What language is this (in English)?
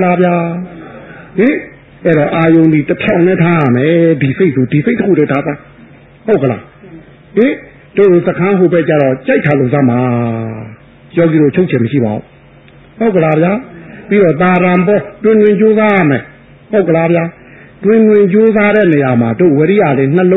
Burmese